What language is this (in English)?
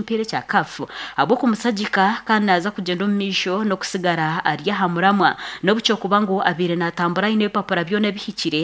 Nyankole